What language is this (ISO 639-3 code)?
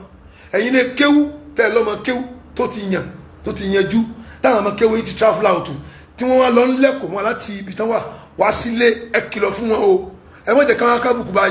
yor